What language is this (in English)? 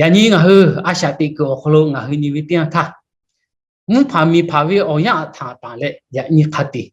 Lahu